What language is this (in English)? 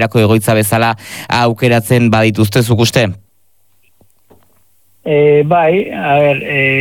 Basque